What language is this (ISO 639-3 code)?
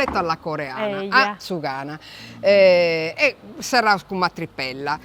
srd